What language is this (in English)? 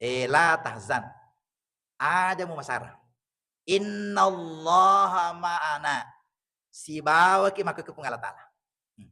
Buginese